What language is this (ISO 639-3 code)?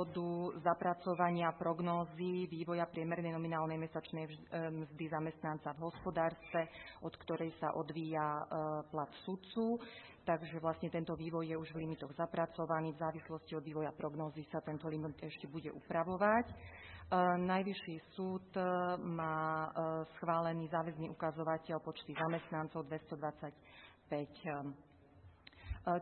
slk